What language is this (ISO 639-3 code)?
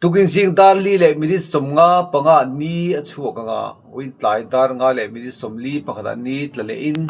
lus